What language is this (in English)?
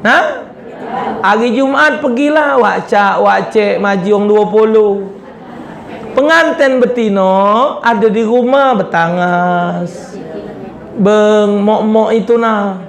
Musi